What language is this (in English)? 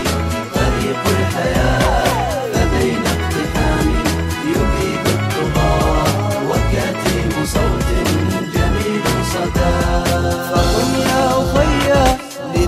Arabic